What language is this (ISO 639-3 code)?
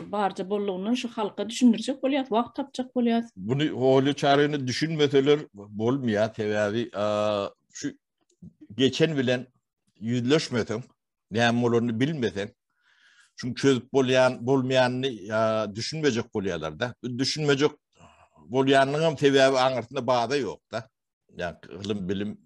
tuk